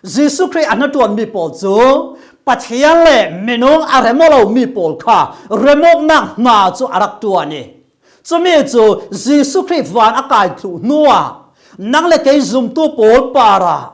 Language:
Falam Chin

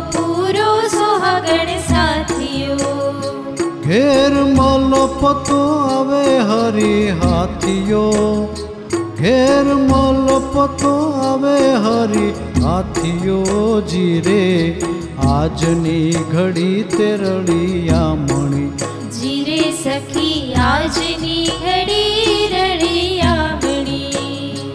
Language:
Gujarati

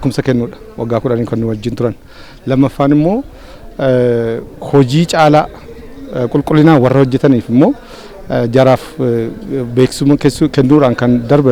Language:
Oromo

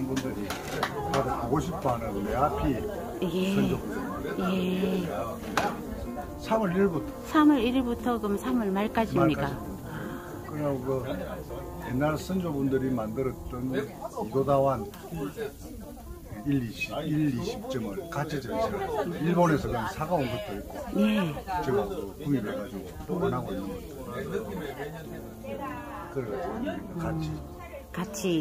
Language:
Korean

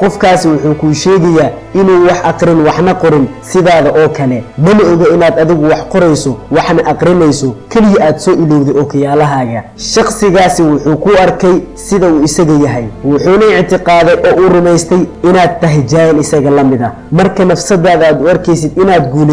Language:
Somali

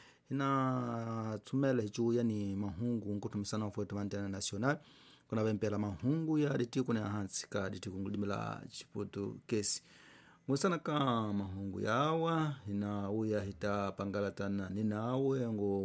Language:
Tsonga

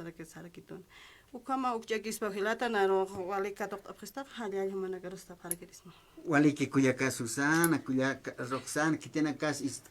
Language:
Aymara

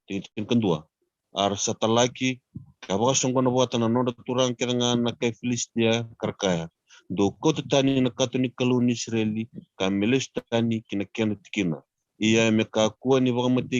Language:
Fijian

